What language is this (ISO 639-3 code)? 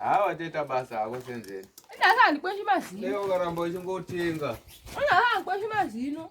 sna